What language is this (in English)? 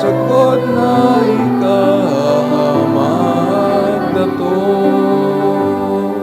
Bikol